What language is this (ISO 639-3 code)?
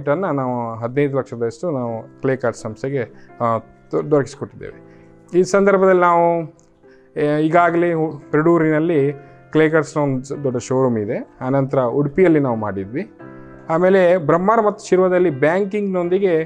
kan